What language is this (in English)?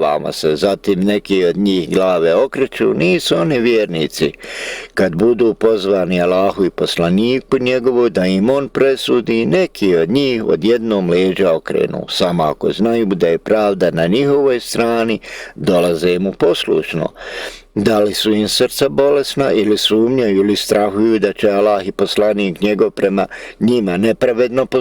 Bosnian